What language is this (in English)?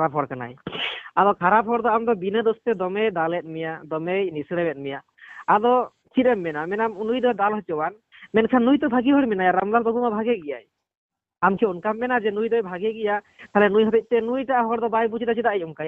Santali